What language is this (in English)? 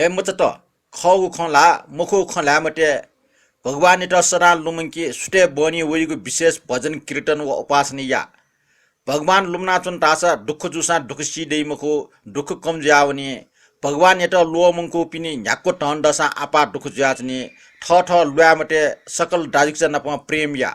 Newari